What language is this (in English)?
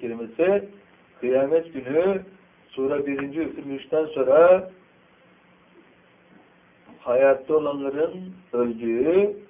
Turkish